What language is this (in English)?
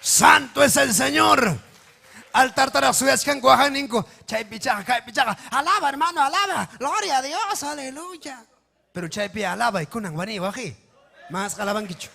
Ayacucho Quechua